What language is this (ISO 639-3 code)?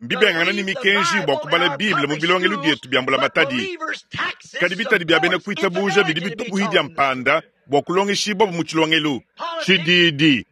lua